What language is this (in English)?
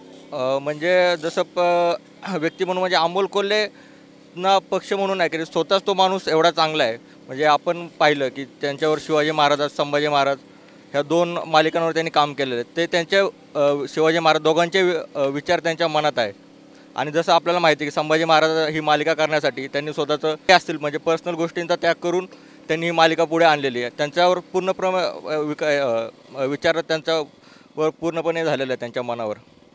Marathi